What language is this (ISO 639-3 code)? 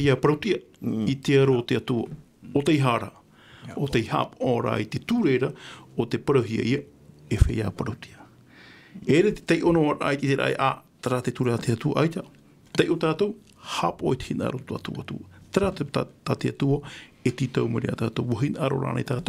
tah